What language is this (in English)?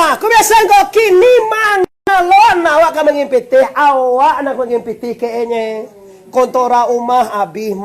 Minangkabau